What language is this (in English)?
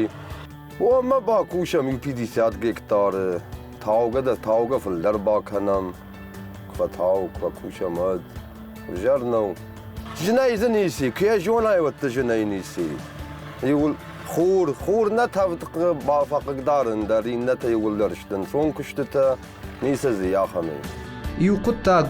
Ossetic